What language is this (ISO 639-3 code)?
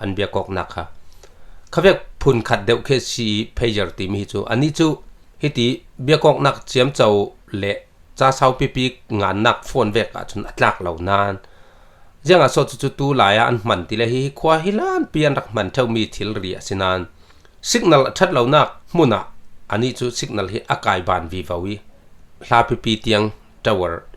cfm